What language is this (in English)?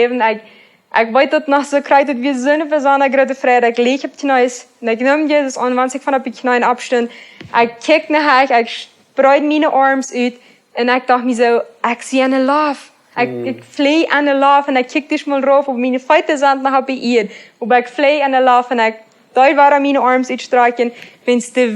Plautdietsch